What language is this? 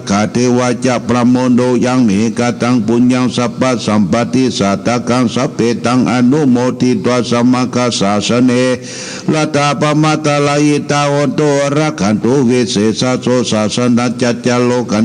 Pali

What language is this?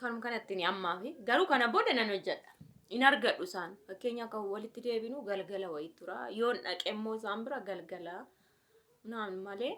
Oromo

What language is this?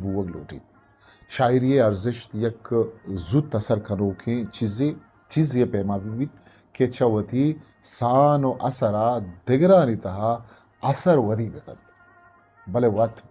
Eastern Balochi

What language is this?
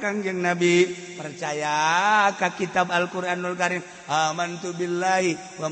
Sundanese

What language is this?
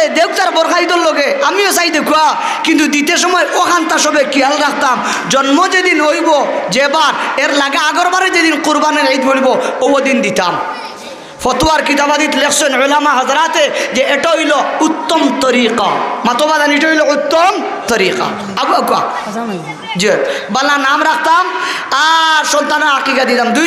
Sylheti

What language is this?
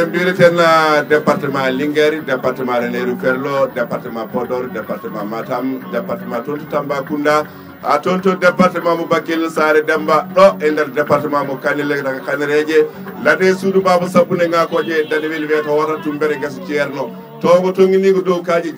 Fula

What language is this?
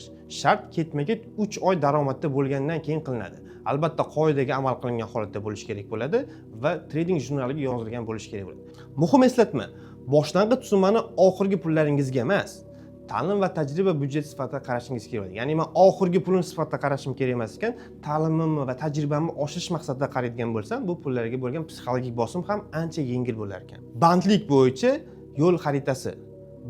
Uzbek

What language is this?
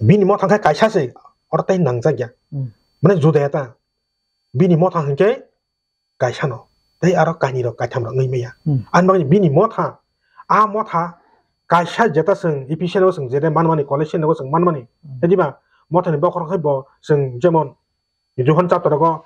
Kok Borok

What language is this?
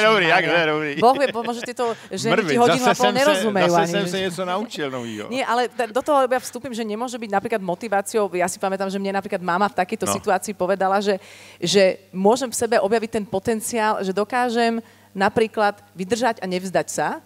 Czech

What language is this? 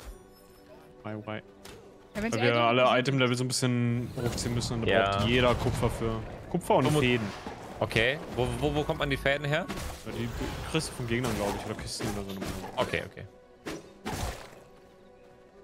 German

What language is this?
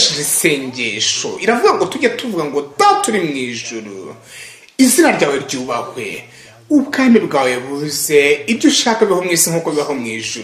Kinyarwanda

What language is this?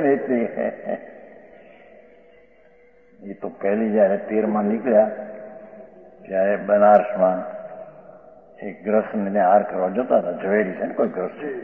Gujarati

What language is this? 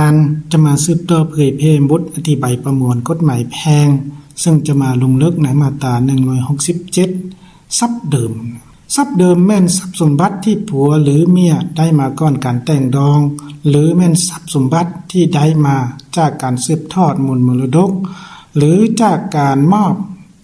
Lao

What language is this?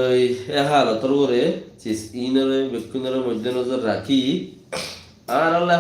Rohingya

